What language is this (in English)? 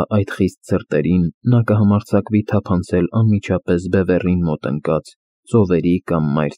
Armenian